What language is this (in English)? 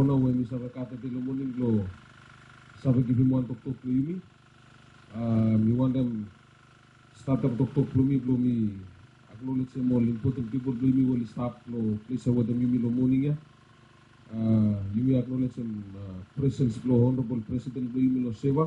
Bislama